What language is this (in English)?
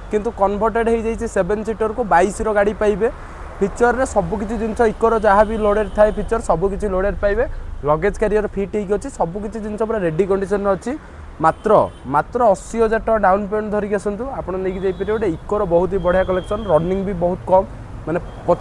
Odia